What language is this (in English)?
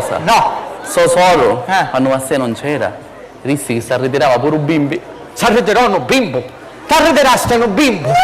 Sicilian